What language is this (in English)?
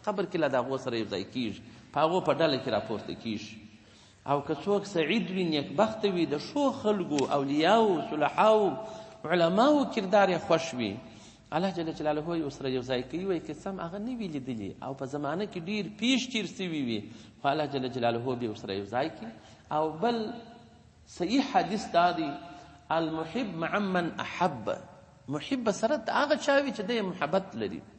Pashto